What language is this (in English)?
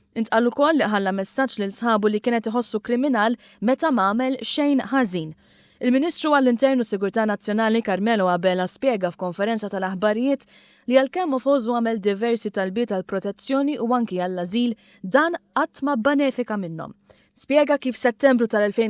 Maltese